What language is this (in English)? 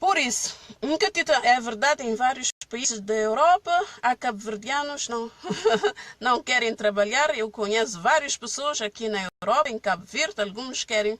Kabuverdianu